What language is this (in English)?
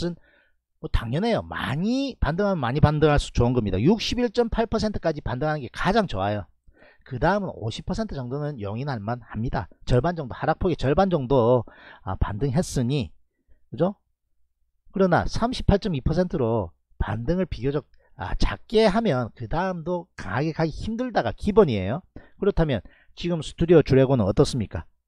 Korean